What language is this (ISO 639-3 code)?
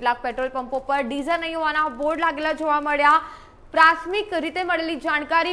guj